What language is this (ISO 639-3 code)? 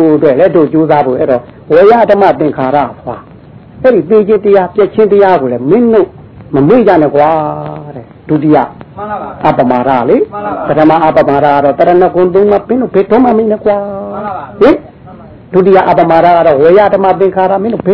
mya